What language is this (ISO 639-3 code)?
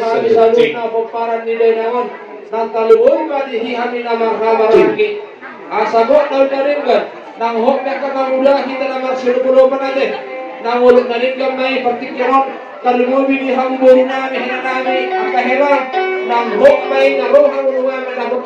bbc